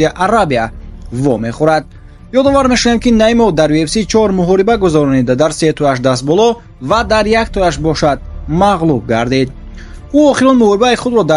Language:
Tajik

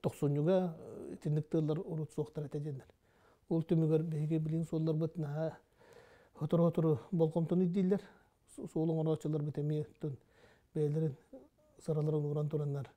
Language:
Yakut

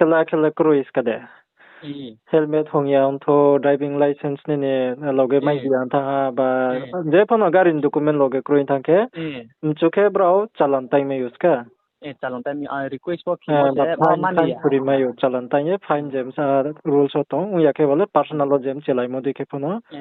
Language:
Riang (India)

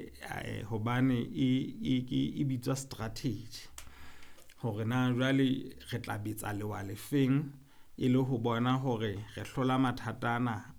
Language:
Southern Sotho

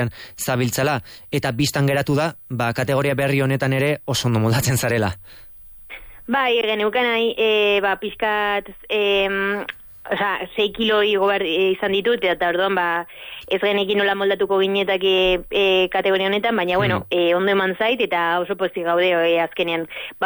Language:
Basque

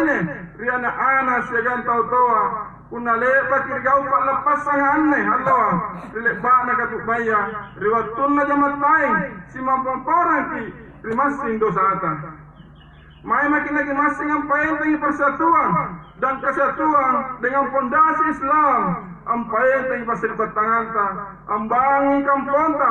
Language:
Makasar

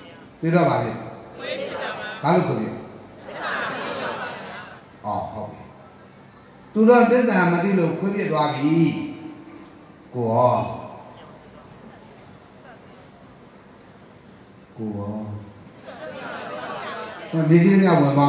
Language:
Burmese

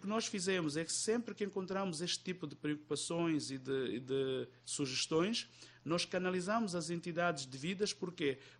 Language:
Portuguese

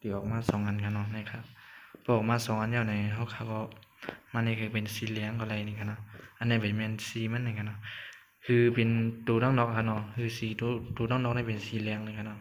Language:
Shan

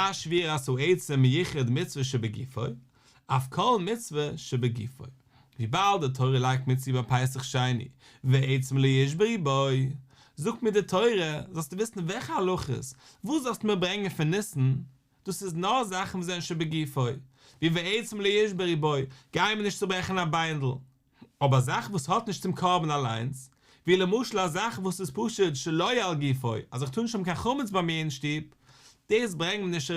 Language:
Yiddish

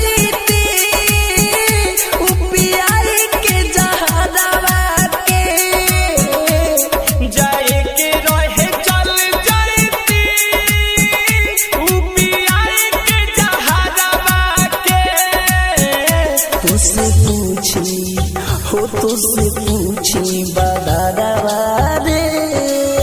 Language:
Bhojpuri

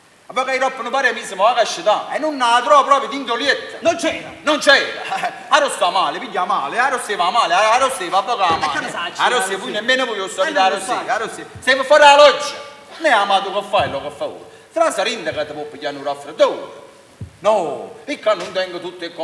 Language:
Neapolitan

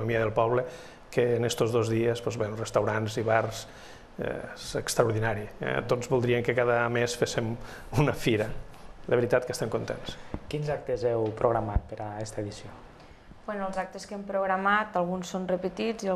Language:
Catalan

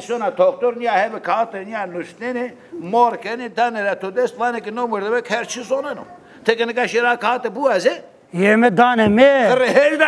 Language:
Zaza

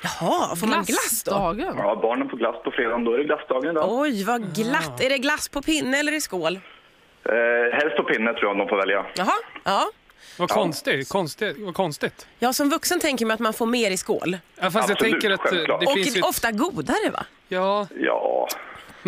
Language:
Swedish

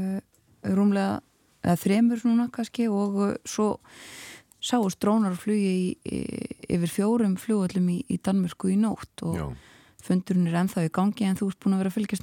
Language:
Icelandic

